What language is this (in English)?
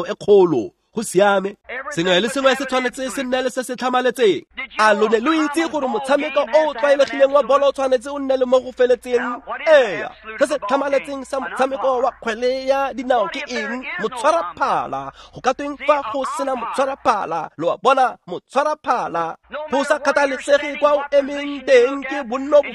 Tswana